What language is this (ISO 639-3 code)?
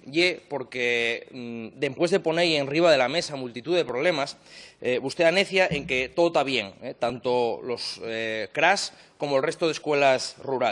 ast